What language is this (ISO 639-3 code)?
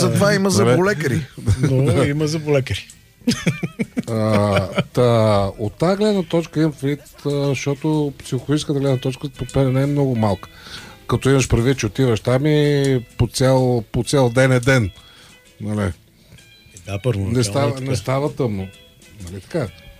bul